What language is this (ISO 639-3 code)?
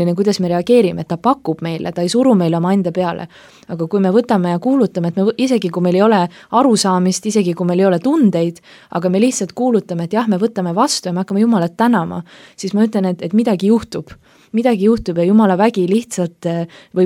est